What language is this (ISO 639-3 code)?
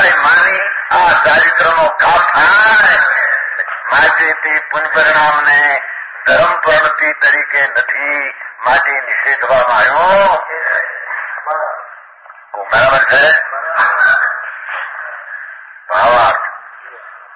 guj